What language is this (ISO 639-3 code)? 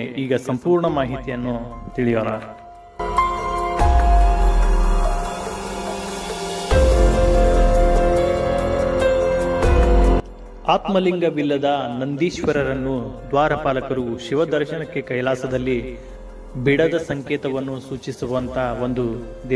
kan